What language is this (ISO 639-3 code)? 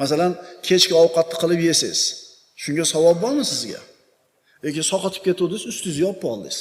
uzb